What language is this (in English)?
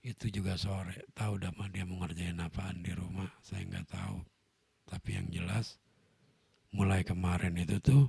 Betawi